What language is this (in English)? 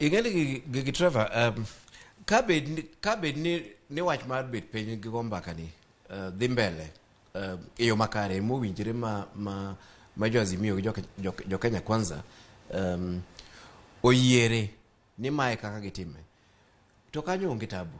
Luo (Kenya and Tanzania)